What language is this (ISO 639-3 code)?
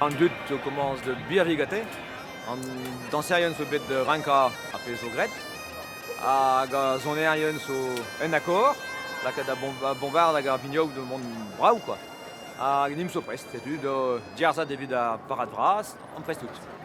bre